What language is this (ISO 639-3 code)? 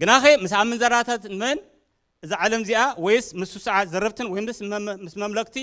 tir